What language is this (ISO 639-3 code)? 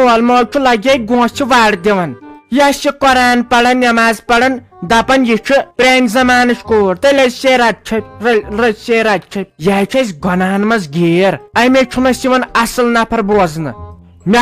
kas